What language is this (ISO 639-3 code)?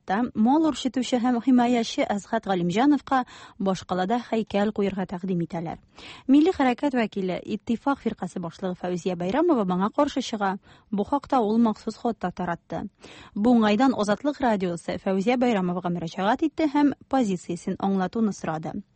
tat